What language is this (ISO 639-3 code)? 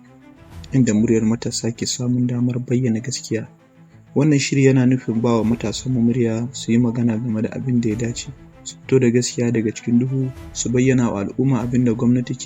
hau